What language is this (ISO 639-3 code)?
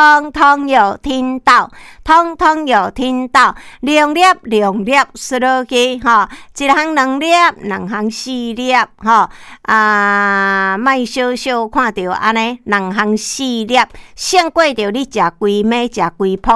nan